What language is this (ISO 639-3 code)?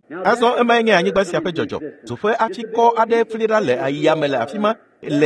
ewe